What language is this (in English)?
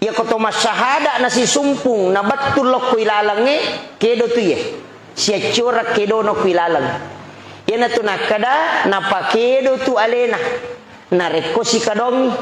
Buginese